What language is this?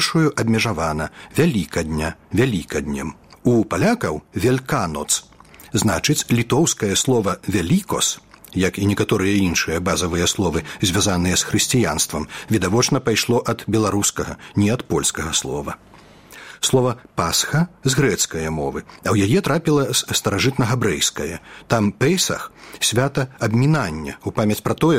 Belarusian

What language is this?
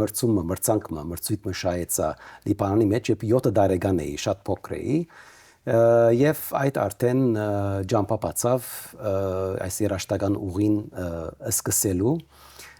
Western Armenian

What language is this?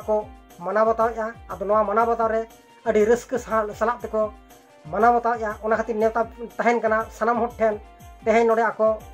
Santali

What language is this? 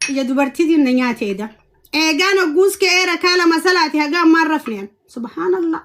Oromo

